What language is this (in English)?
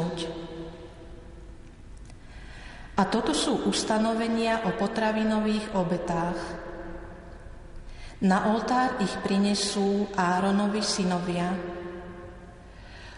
Slovak